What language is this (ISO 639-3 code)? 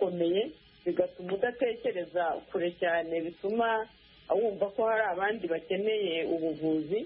kin